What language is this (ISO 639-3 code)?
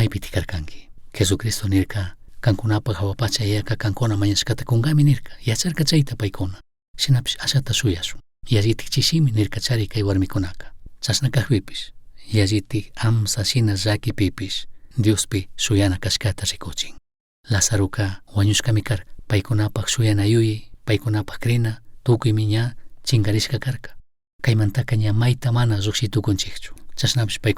qug